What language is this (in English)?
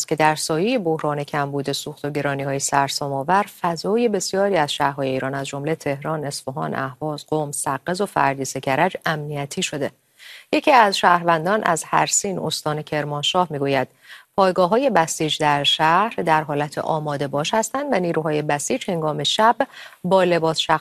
Persian